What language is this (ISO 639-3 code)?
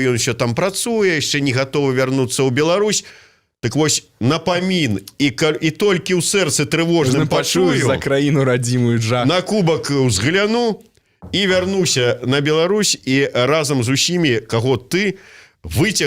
bel